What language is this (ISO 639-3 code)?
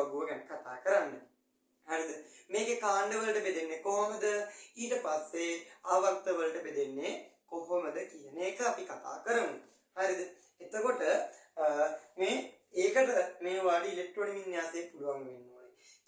sin